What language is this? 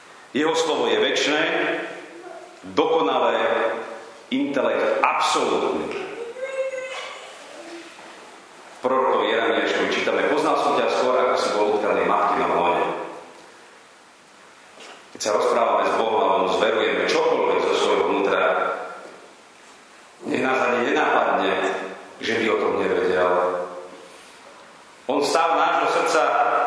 Slovak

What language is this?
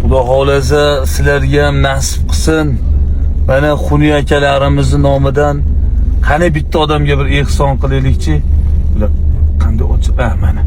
Uzbek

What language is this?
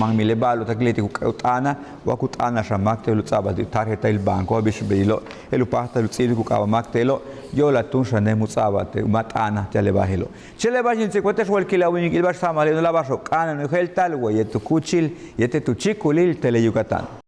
Yucateco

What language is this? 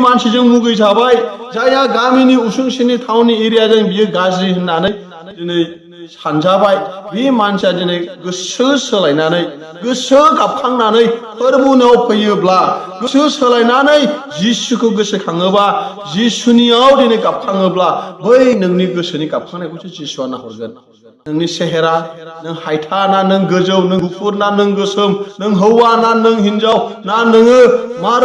Bodo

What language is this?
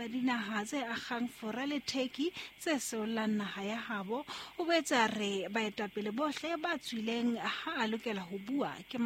Southern Sotho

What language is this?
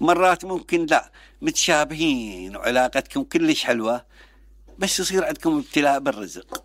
Mesopotamian Arabic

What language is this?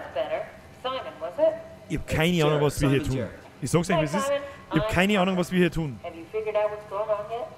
Bavarian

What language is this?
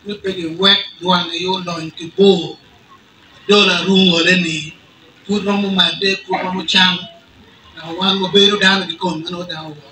Acoli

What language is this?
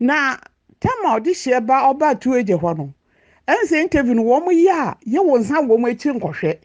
Akan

